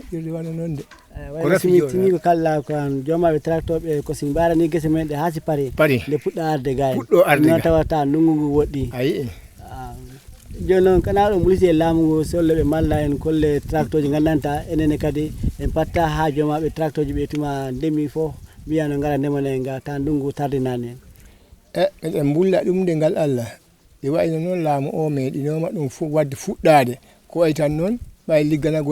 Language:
Fula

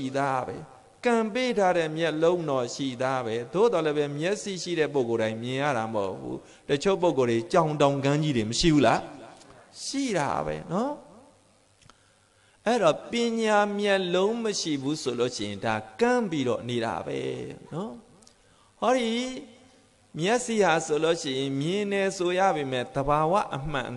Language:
Burmese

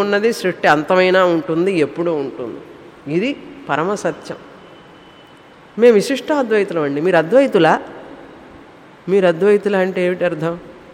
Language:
Telugu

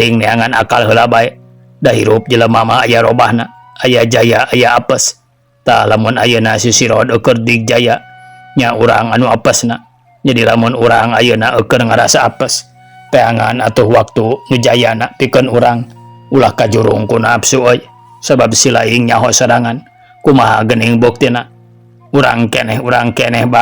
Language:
Sundanese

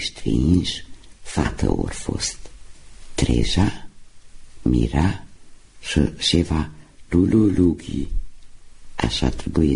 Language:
Romanian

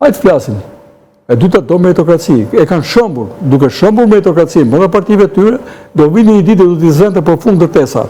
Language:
Albanian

